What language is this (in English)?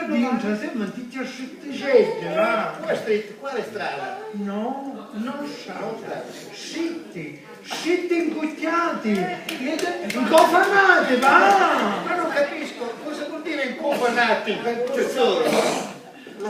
Sicilian